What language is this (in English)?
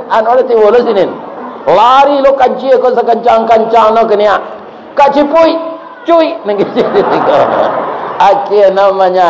Minangkabau